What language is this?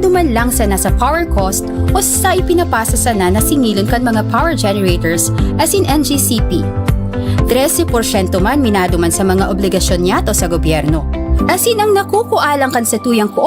Bikol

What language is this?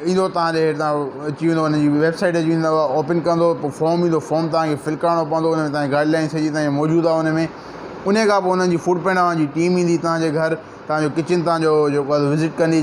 Sindhi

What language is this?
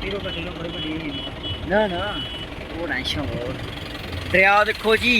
Dogri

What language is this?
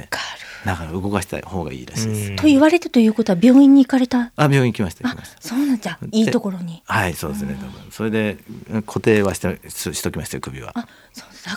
Japanese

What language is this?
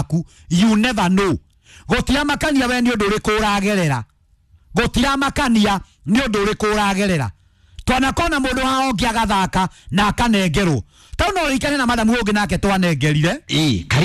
Kikuyu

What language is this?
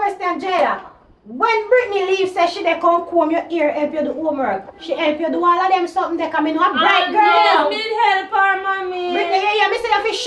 Jamaican Creole English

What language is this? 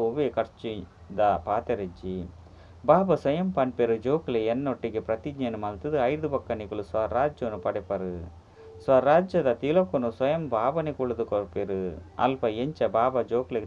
Tulu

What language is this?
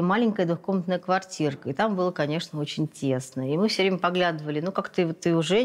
Russian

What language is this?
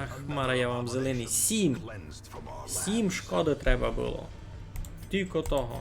Rusyn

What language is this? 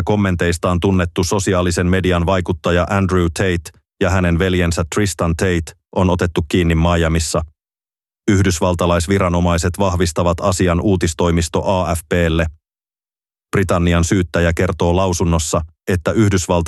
Finnish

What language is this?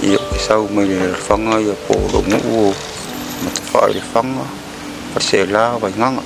Samoan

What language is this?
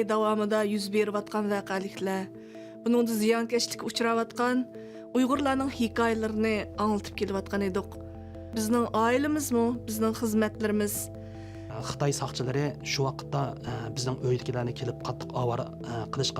Uyghur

